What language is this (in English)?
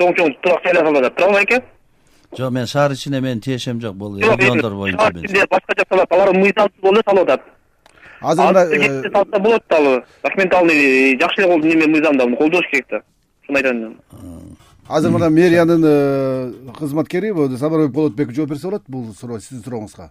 Kyrgyz